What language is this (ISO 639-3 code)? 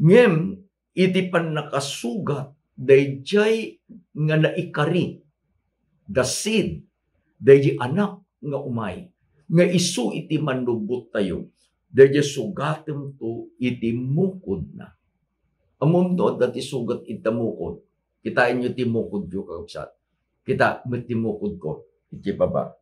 ilo